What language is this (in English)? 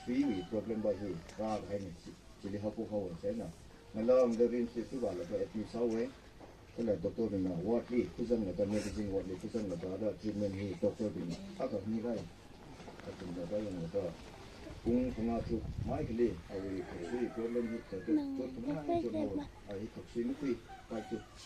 Tangkhul Naga (India)